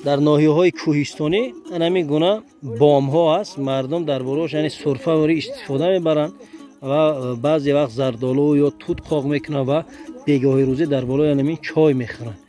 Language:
Tajik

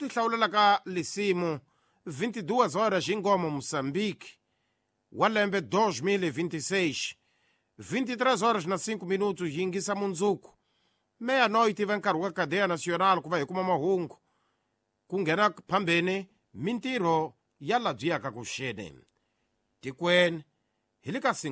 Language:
Tsonga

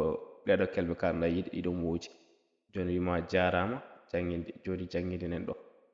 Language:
Fula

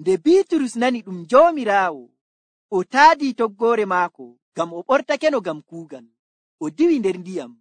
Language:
Nigerian Fulfulde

